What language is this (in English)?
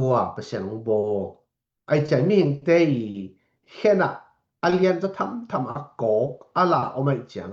Tedim Chin